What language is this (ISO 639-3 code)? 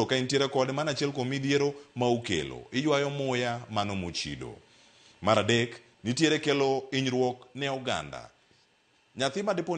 luo